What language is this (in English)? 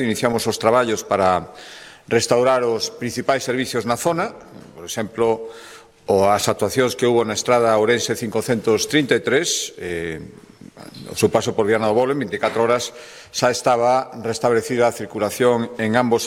Galician